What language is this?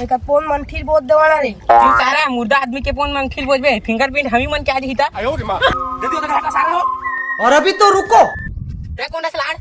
Chhattisgarhi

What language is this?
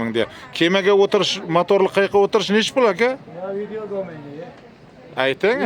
Uzbek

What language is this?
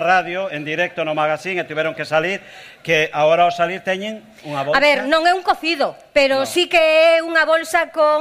Galician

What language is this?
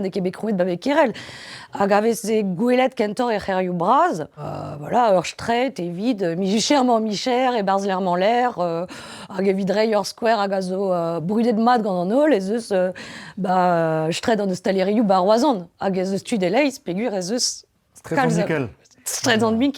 Breton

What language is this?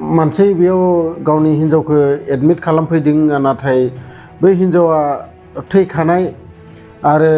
Bodo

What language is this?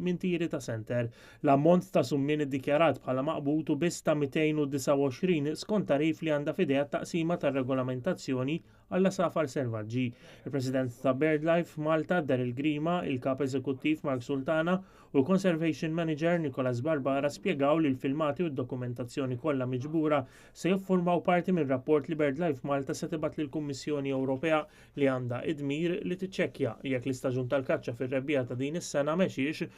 Maltese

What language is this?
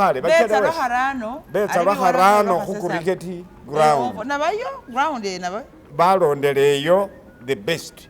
Masaaba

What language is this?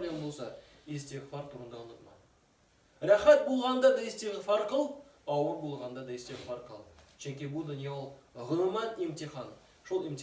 Tatar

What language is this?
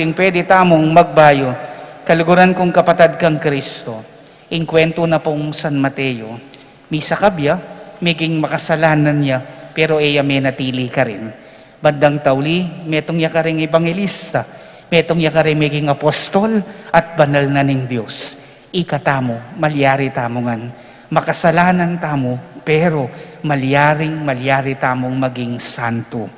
Pampanga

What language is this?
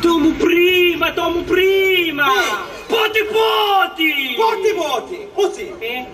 Sicilian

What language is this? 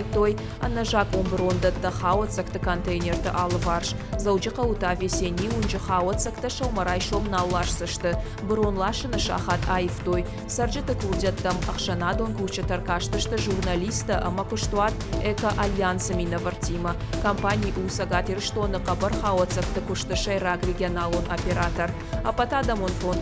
Ossetic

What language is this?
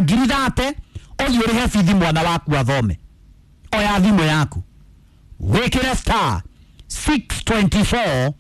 Kikuyu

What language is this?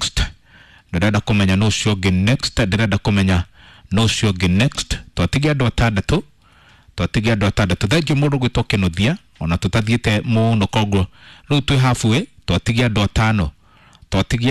Kikuyu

